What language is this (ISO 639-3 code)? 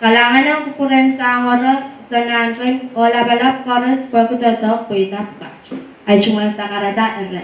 pon